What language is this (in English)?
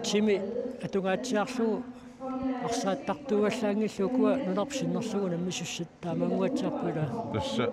Kalaallisut